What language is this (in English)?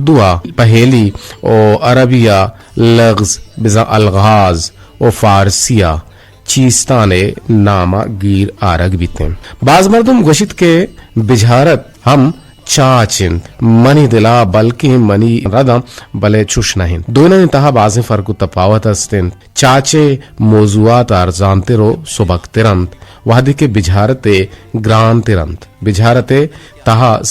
Eastern Balochi